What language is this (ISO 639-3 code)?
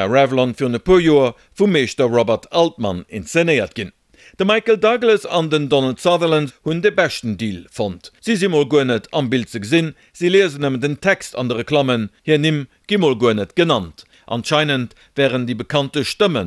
ltz